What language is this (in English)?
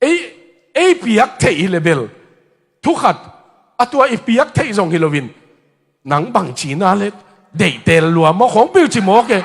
Tedim Chin